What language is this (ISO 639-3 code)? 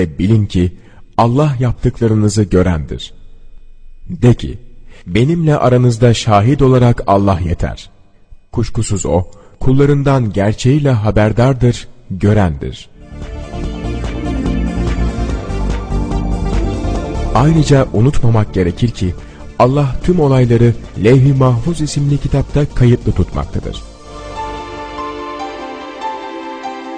tur